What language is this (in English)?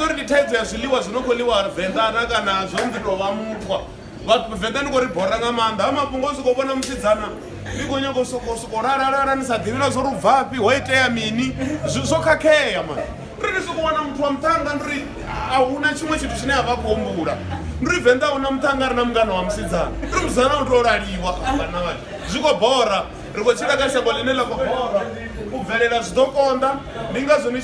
Venda